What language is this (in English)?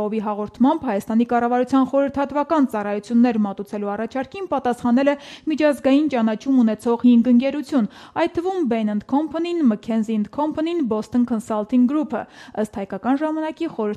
Armenian